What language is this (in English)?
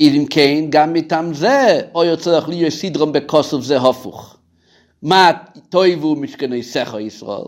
Yiddish